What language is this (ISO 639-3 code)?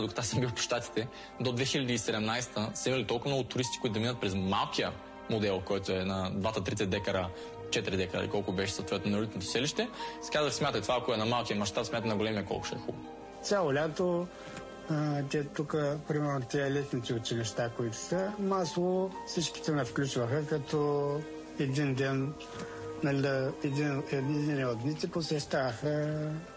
bul